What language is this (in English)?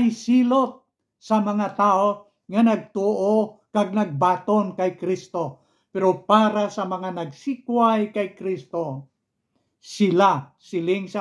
Hiligaynon